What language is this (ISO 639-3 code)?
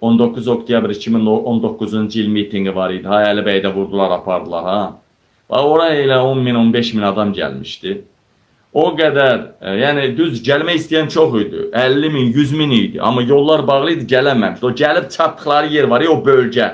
aze